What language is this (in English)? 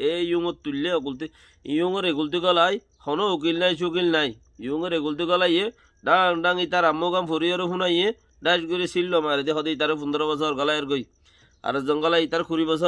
Rohingya